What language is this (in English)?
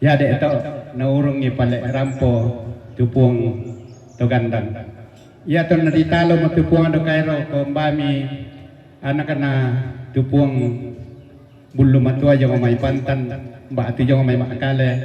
Toraja-Sa'dan